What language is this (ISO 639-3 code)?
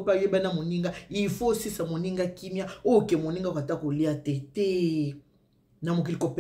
lin